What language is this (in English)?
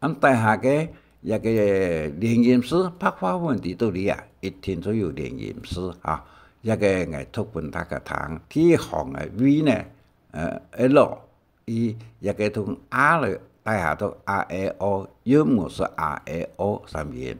Hakka Chinese